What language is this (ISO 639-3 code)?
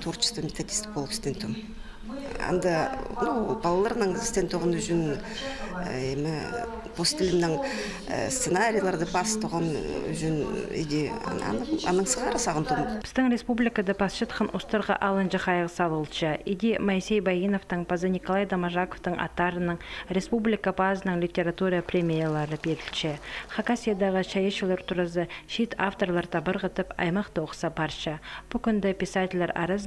kjh